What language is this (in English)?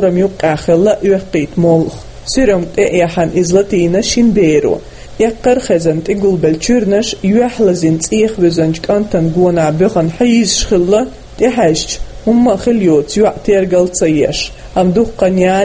Chechen